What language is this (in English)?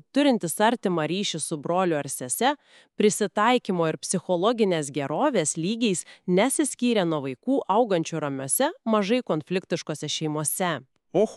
Lithuanian